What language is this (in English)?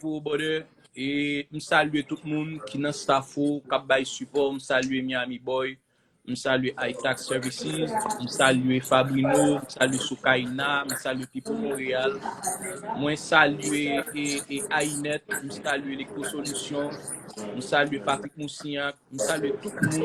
Haitian Creole